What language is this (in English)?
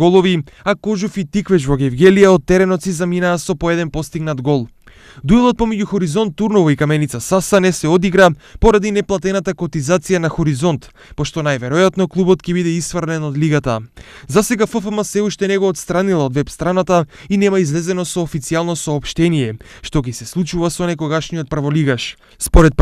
Macedonian